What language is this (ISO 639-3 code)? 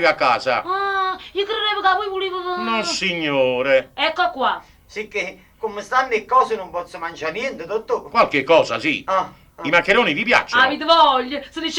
nap